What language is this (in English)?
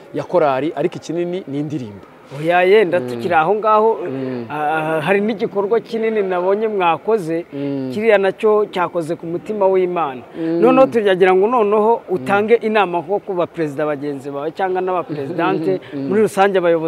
Kinyarwanda